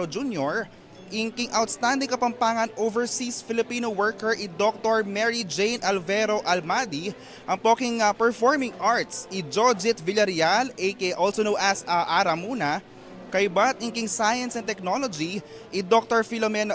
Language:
Pampanga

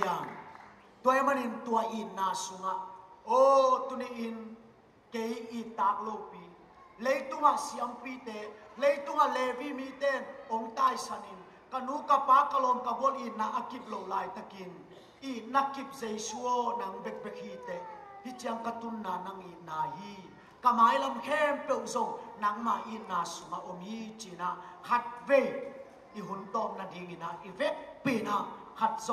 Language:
Tedim Chin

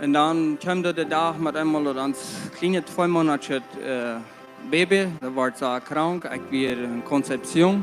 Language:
Plautdietsch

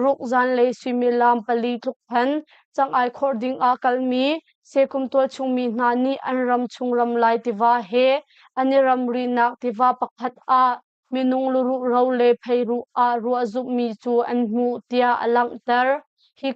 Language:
Hakha Chin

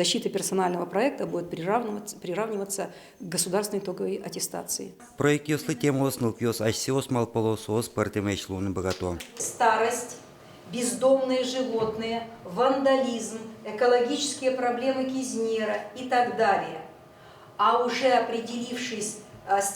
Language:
Udmurt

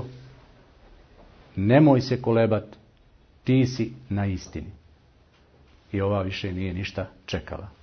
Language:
Bosnian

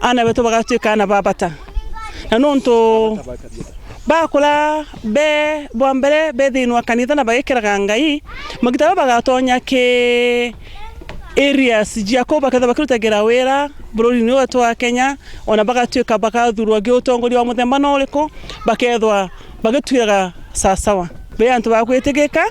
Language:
Meru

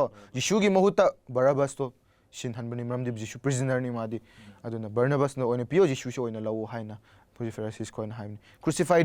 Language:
Manipuri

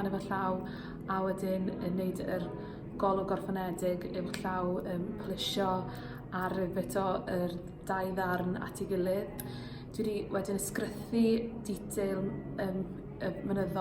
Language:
Welsh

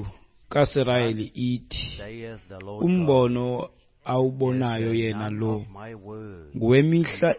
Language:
Xhosa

